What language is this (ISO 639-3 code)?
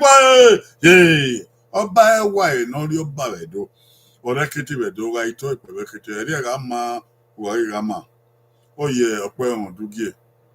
bin